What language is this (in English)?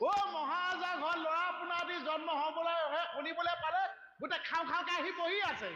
Assamese